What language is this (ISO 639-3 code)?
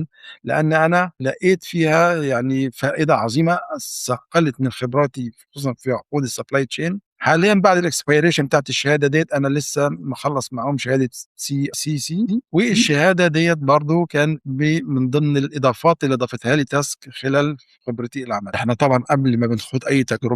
arz